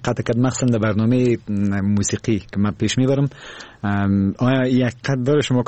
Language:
Persian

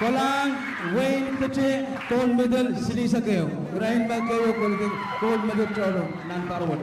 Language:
Pohnpeian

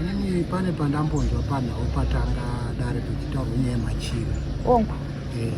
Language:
Shona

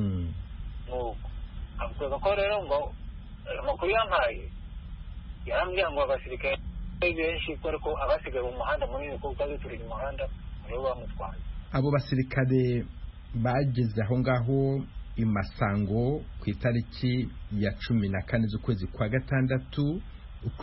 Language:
Kinyarwanda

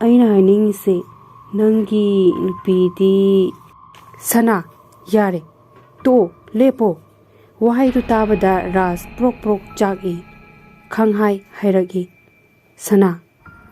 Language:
Manipuri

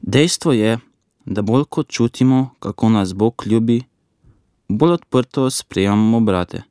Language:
Slovenian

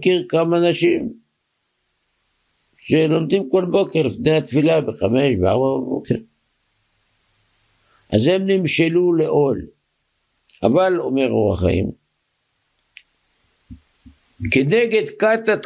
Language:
Hebrew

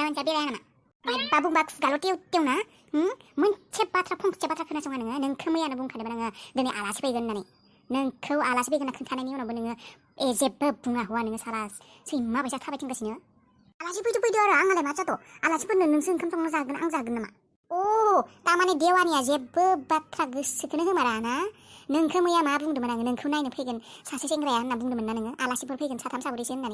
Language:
Bodo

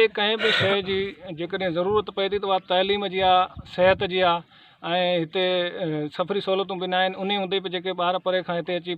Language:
Sindhi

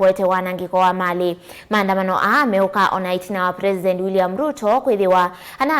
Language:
Kamba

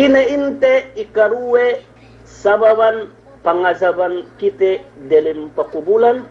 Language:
Yakan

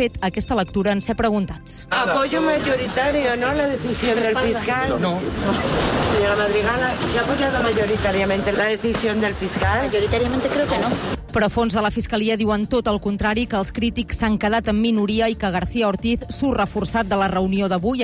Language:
Catalan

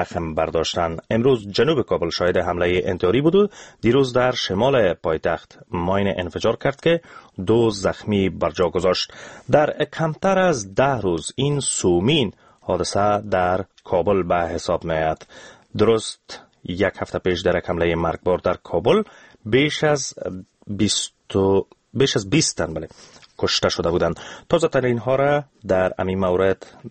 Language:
Persian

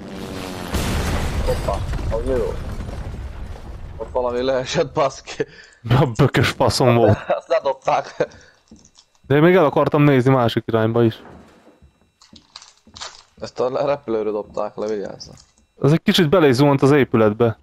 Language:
Hungarian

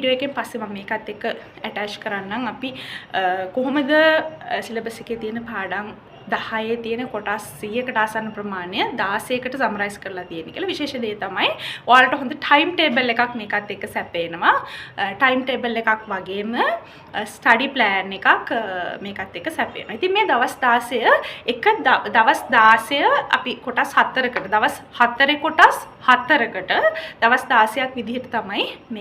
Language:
Sinhala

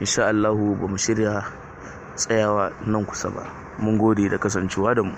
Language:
Hausa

